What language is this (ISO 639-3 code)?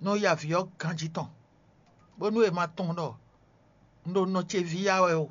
fon